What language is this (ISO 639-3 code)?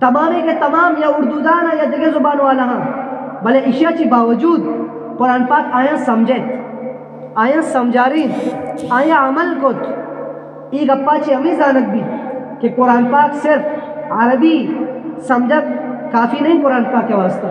bgp